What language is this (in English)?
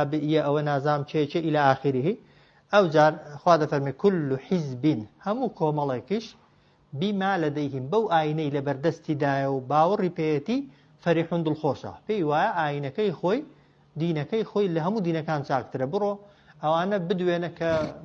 Central Kurdish